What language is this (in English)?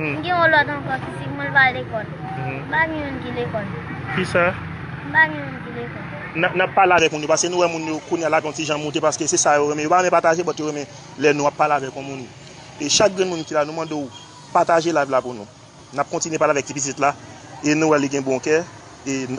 Haitian Creole